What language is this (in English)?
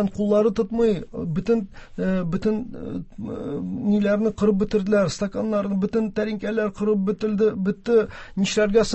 Tatar